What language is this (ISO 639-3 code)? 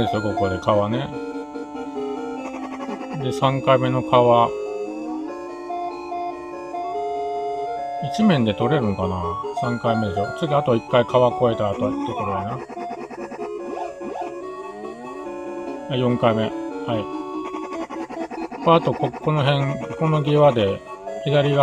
jpn